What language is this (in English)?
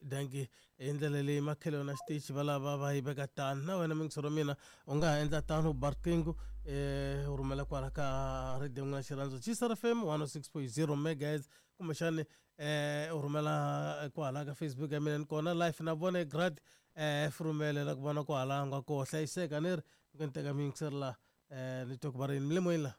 Tsonga